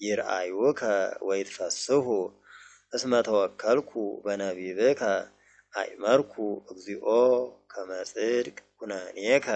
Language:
Geez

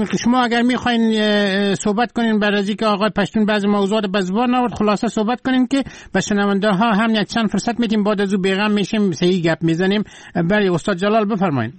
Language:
Persian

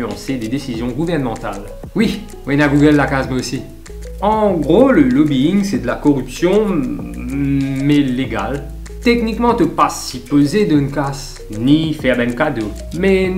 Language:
Morisyen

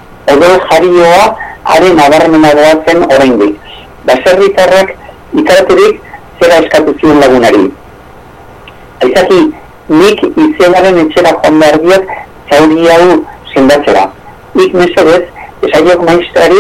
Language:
Basque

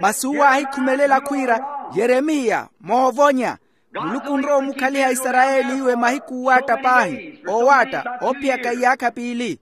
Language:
Makhuwa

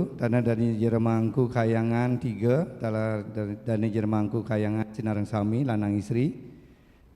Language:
Balinese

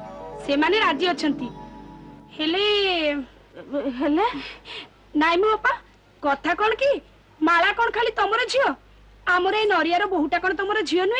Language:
Odia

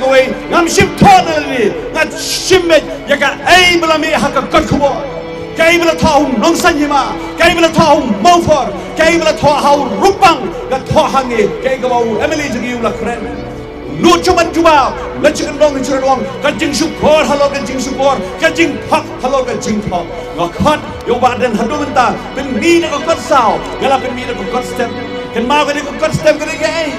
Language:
Khasi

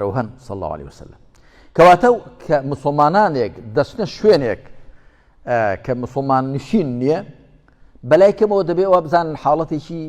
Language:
Central Kurdish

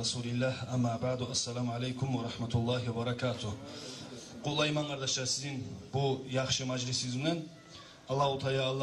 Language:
Kumyk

